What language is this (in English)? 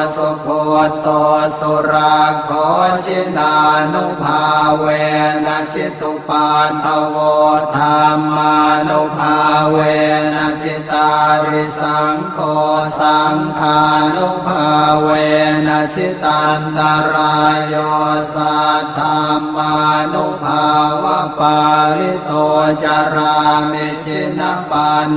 Pali